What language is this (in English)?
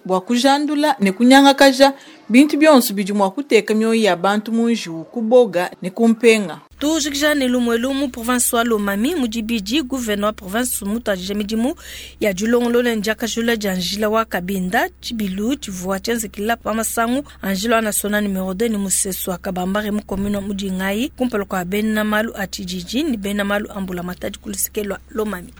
Luba-Lulua